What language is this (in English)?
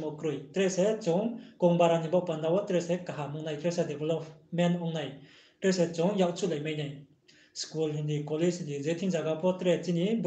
Riang (India)